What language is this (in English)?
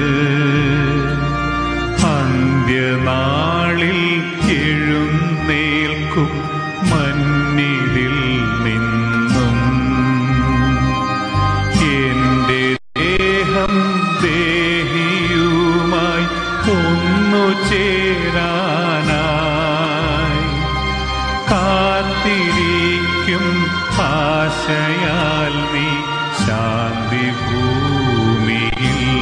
Malayalam